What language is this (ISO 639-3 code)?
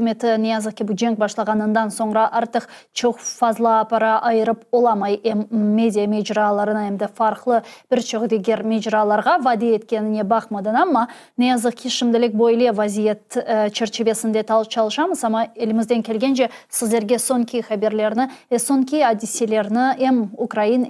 crh